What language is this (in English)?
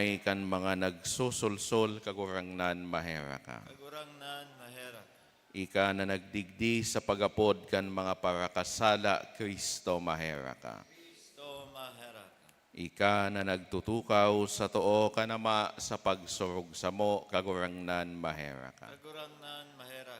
Bikol